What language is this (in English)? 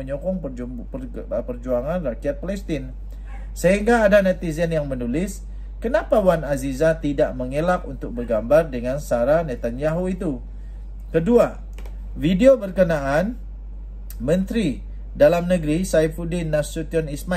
Malay